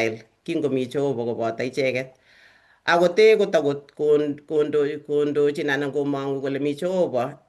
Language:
Kalenjin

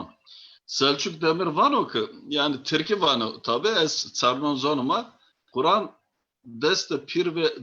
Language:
Zaza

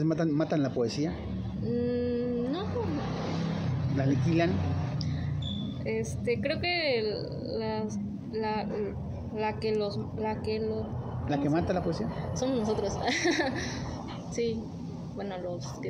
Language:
Spanish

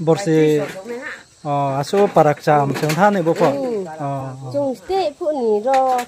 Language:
Riang (India)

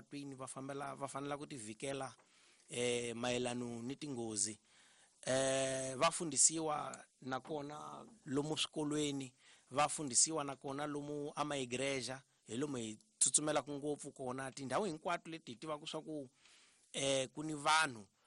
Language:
Tsonga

